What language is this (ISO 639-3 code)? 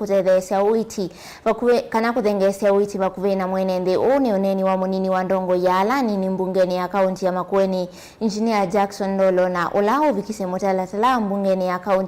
kam